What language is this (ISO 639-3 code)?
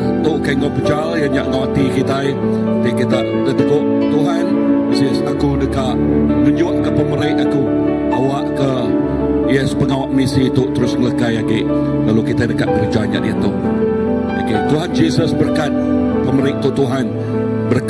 iba